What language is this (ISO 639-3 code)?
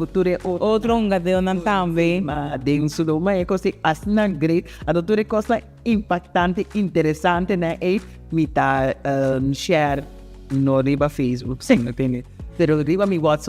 pap